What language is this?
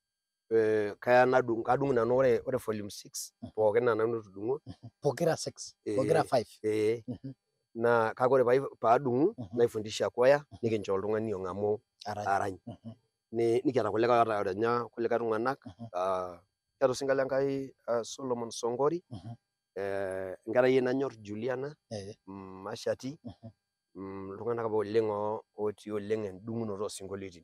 Masai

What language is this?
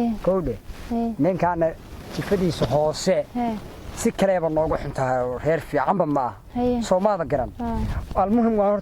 Somali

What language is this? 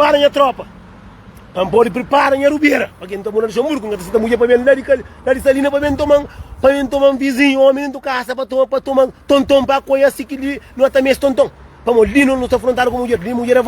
Kabuverdianu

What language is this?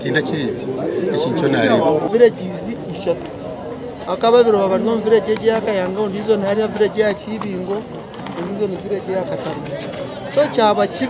Nyankole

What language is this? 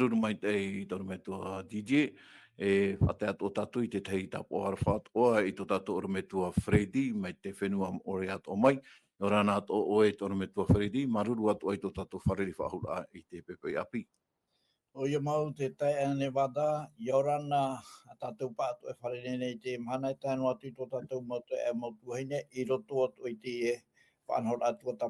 Tahitian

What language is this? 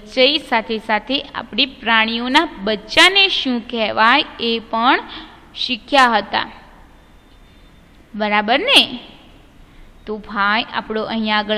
Gujarati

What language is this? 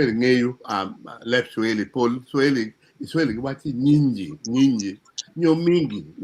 Acoli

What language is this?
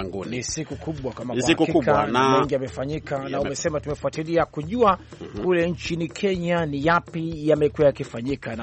Swahili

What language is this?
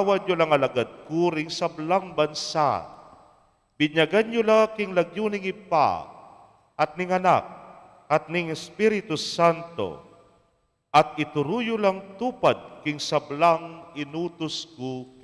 Pampanga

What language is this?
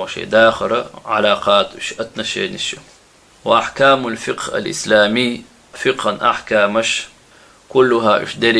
Chechen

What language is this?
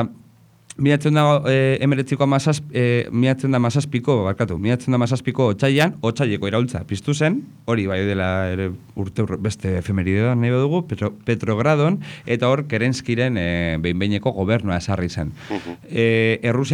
Basque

